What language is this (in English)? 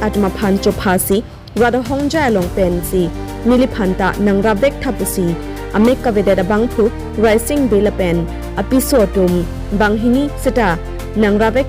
Karbi